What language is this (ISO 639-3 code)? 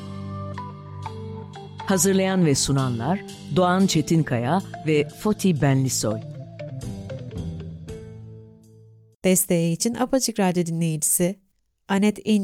tur